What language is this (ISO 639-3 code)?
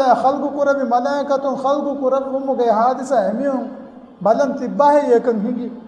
div